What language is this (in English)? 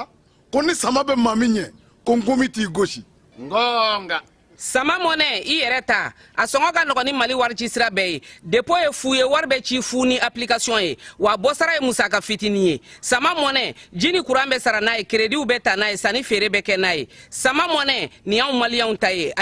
Bambara